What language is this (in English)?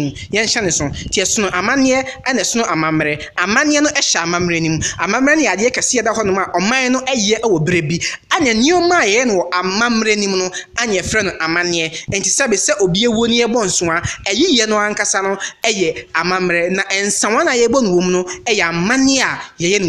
Akan